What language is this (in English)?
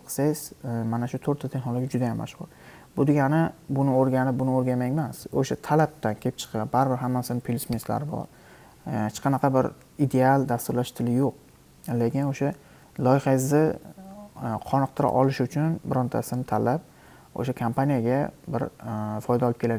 Uzbek